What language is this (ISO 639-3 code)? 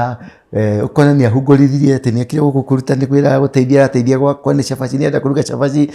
kik